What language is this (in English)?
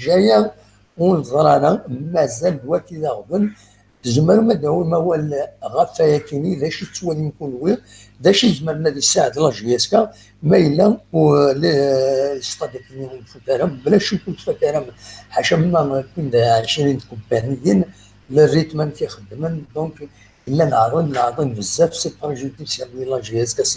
Kabyle